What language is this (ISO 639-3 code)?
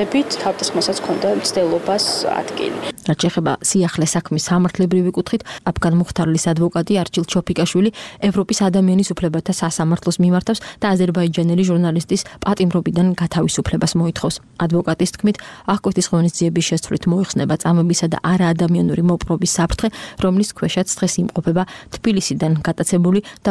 kat